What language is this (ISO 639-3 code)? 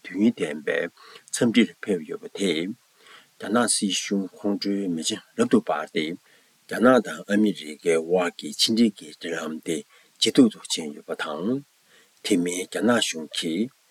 bod